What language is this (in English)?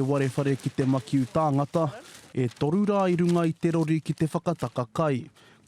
Māori